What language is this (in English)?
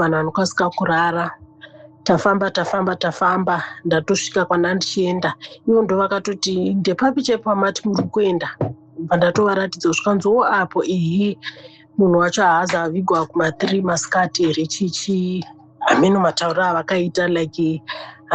Shona